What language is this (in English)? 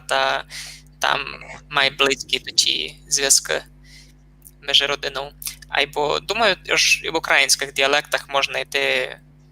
Rusyn